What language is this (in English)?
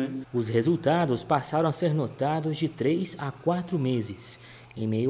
Portuguese